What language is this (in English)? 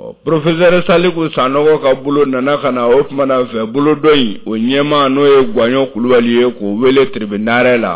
Bambara